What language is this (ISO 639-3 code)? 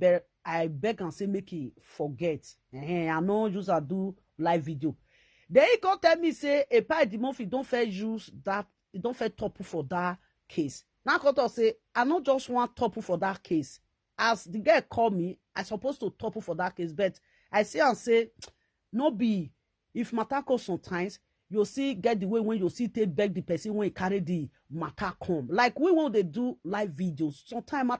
pcm